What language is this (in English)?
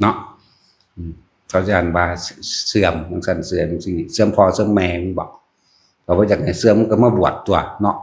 Northeastern Thai